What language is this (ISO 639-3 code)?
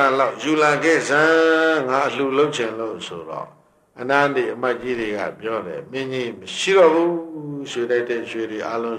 mya